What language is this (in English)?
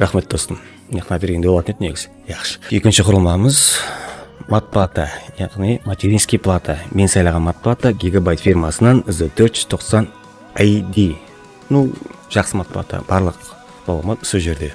Kara-Kalpak